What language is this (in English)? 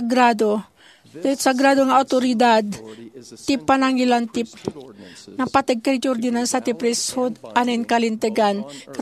Iloko